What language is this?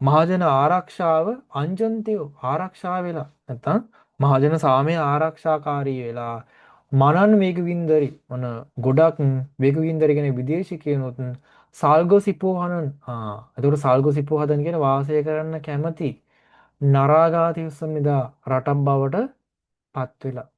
Sinhala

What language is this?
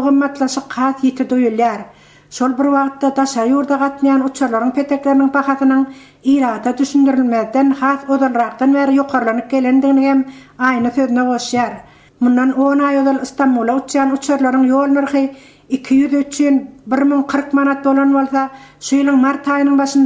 Turkmen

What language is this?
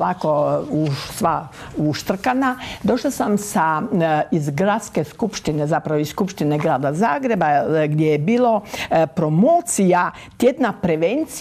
Croatian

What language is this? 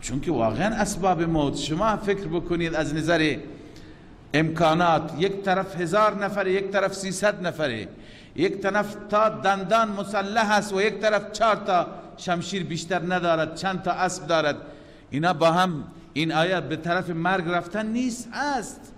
Persian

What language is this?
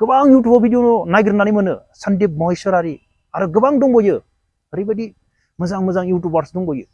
Bodo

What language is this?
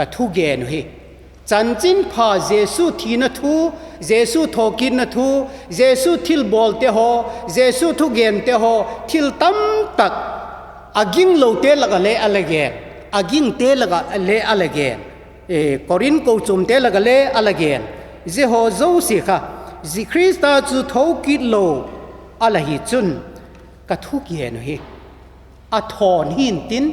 Vaiphei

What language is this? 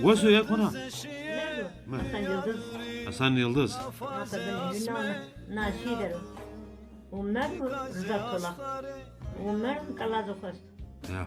Zaza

